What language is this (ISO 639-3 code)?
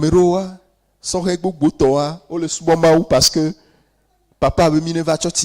ewe